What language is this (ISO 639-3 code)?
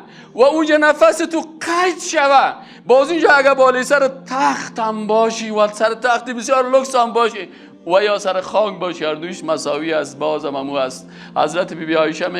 fas